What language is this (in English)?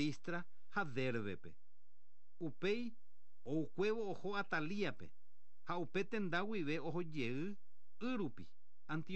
Guarani